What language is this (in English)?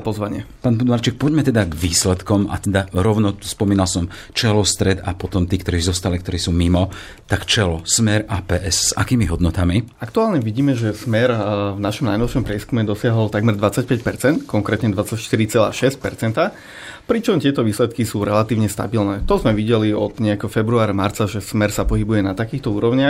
Slovak